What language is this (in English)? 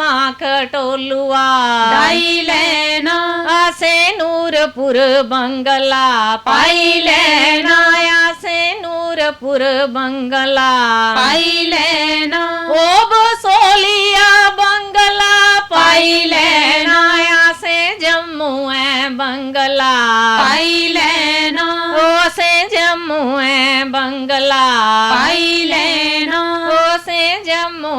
Dogri